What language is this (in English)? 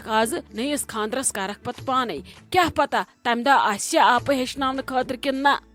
Kashmiri